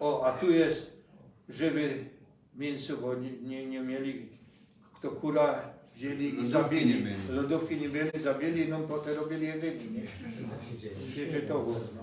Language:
Silesian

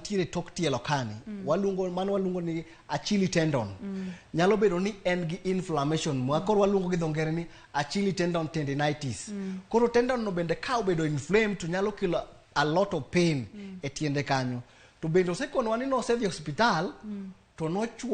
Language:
Luo (Kenya and Tanzania)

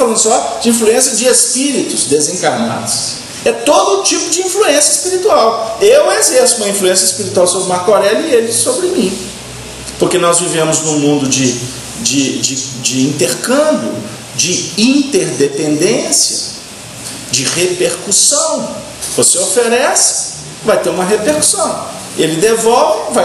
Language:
Portuguese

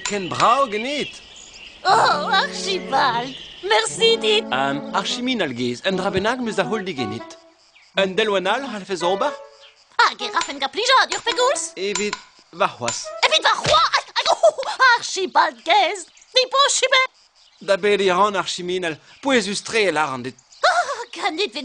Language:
Breton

